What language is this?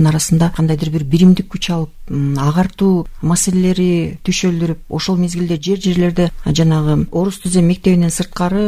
Kyrgyz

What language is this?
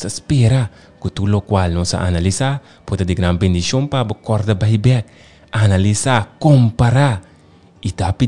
Papiamento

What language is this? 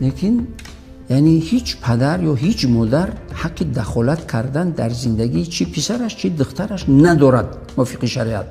Tajik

